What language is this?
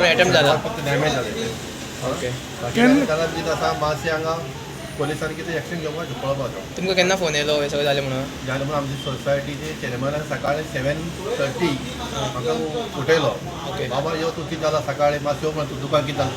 Konkani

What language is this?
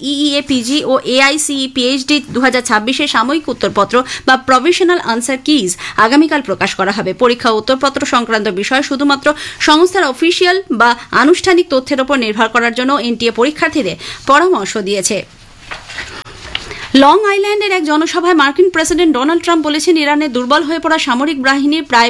Bangla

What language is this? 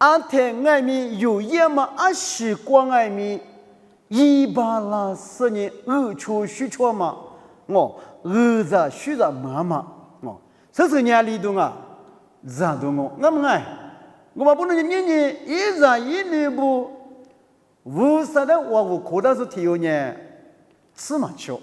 Lisu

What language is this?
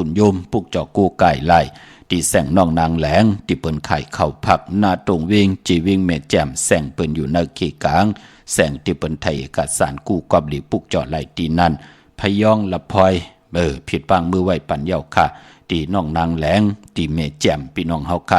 Shan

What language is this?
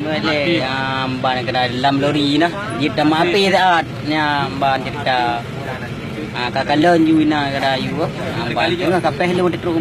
Achinese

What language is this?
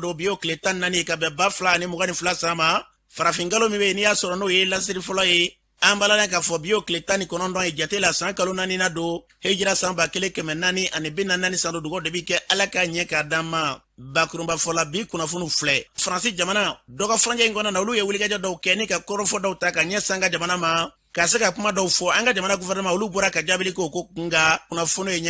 Bambara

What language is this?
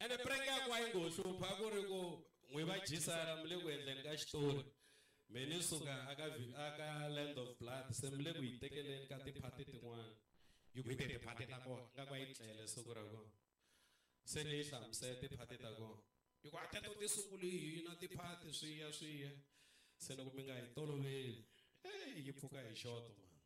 Tsonga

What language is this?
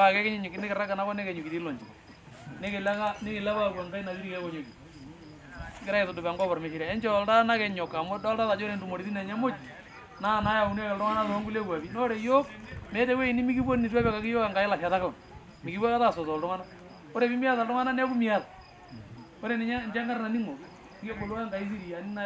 Masai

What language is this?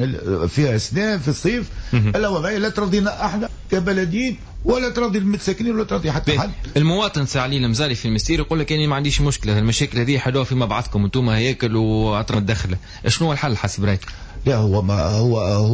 Tunisian Arabic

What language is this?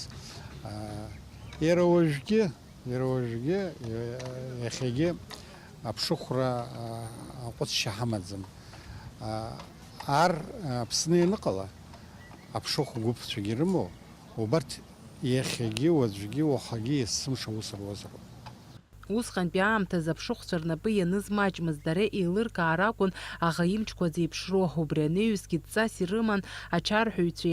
Abkhazian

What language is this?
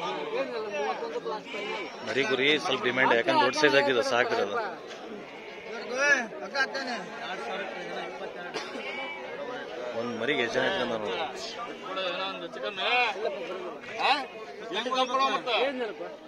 Kannada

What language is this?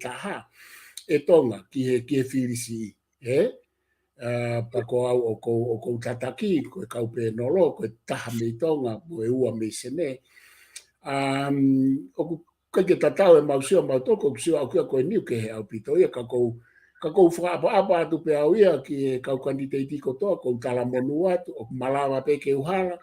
Tongan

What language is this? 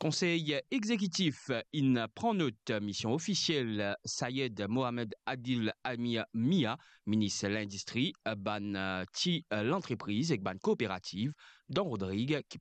Morisyen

